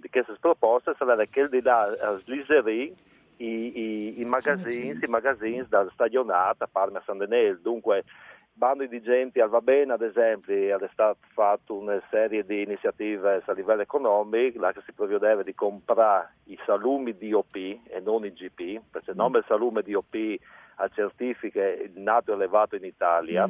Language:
Friulian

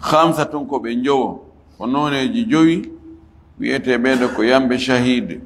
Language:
Fula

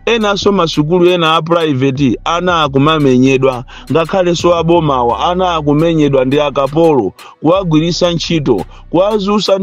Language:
Nyanja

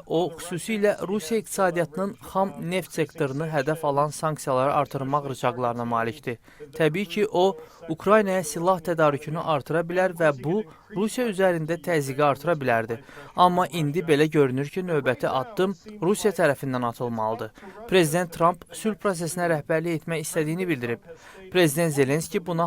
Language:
Azerbaijani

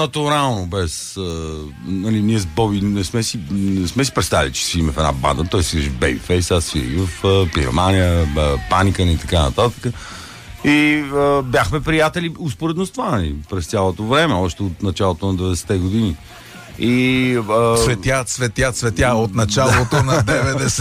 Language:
Bulgarian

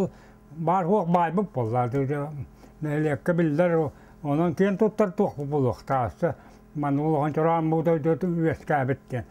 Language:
Yakut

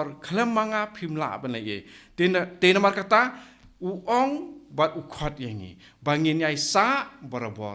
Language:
Khasi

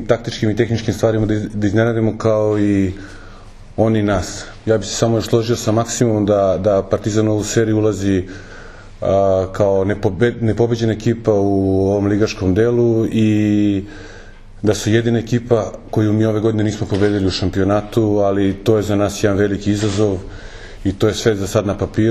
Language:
Serbian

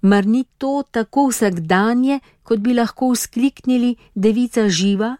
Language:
Slovenian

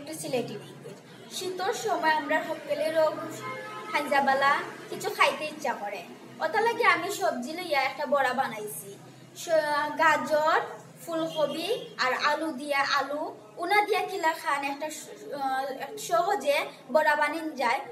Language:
Sylheti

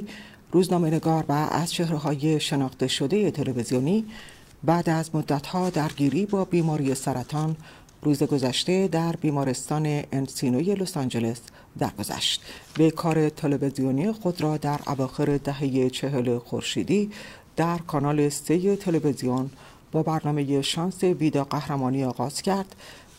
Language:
Persian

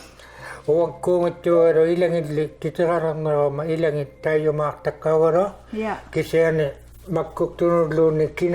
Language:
Inuktitut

